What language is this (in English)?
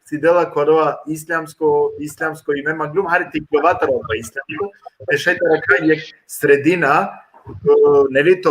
Balkan Romani